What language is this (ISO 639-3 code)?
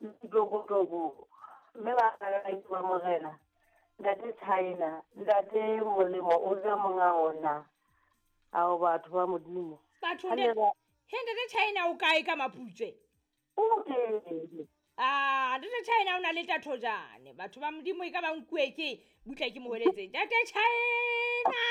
sot